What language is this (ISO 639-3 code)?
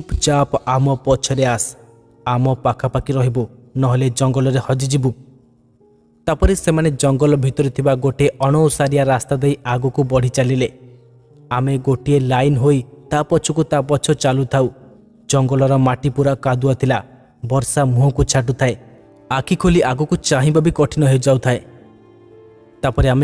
ori